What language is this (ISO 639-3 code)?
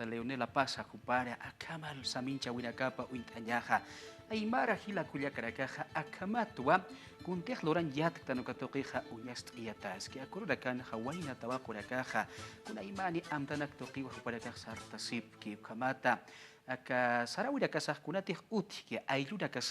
aym